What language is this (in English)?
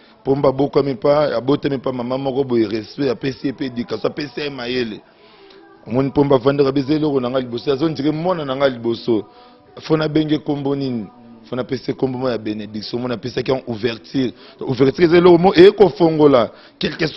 Lingala